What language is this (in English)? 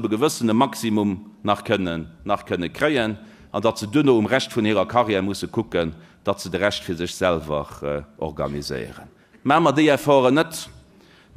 Luxembourgish